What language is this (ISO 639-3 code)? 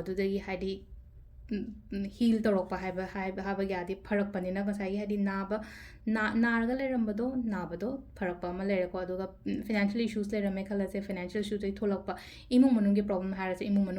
mni